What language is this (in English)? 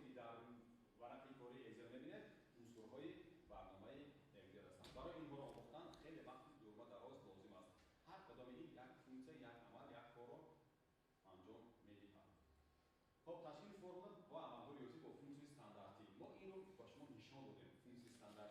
Tajik